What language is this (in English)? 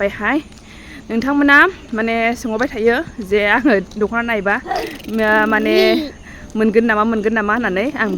Bodo